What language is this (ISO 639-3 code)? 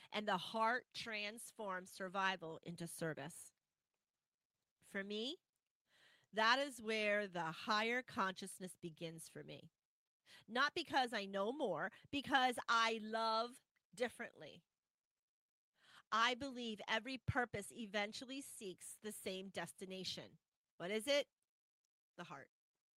eng